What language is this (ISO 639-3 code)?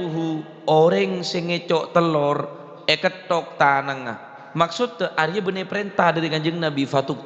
mad